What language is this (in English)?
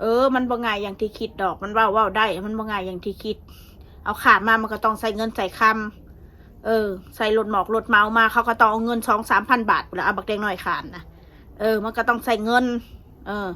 Northeastern Thai